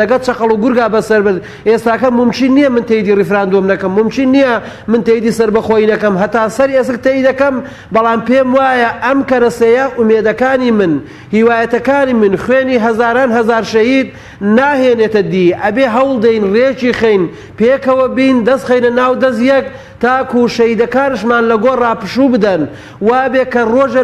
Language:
Central Kurdish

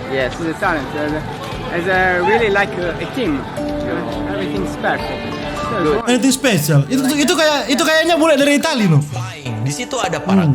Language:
Manado Malay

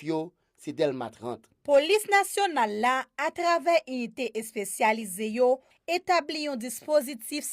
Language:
Haitian Creole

